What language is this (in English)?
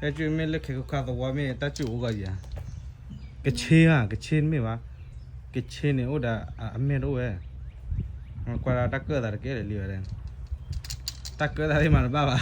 S'gaw Karen